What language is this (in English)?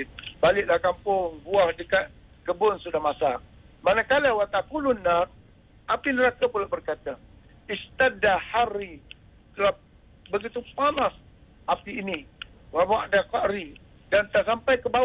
Malay